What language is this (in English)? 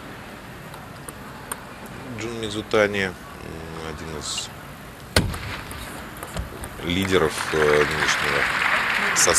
Russian